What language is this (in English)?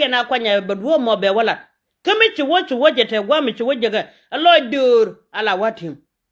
Nuer